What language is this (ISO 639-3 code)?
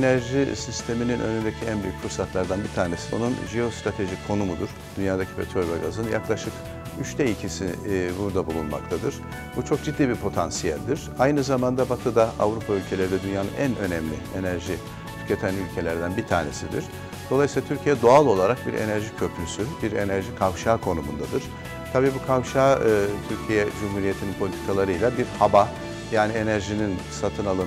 tur